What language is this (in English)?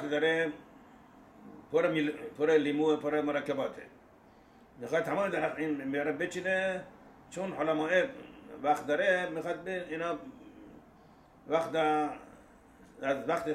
Persian